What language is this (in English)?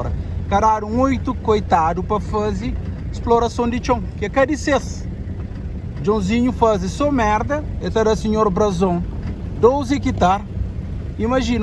Kabuverdianu